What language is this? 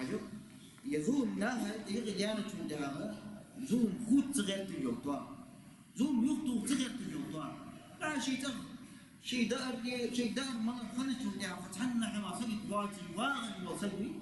Ingush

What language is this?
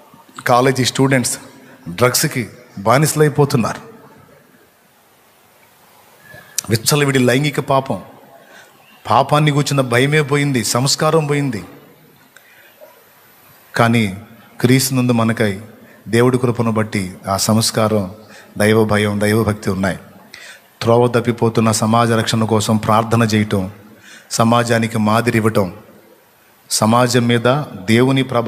Telugu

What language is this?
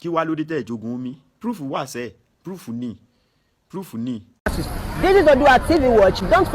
Yoruba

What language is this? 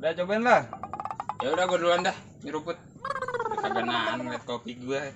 Betawi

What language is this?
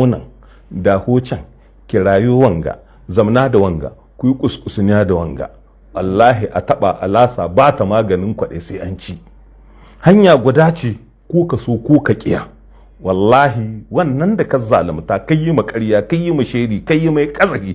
Hausa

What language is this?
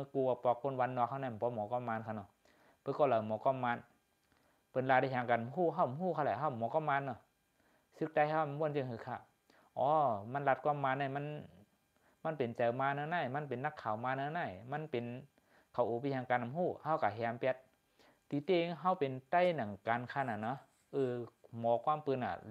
Shan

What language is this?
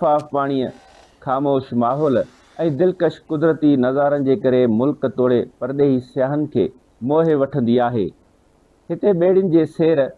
Sindhi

